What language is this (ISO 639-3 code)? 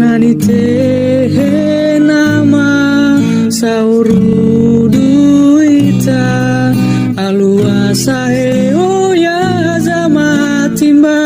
nia